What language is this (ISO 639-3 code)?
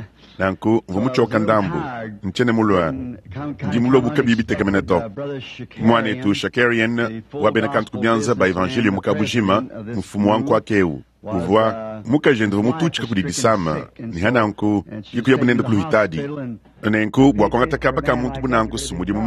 lua